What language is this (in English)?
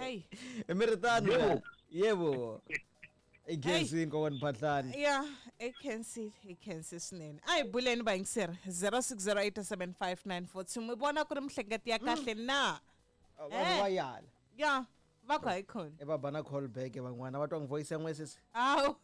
Tsonga